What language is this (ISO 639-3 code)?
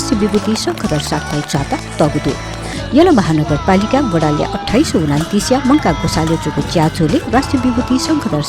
new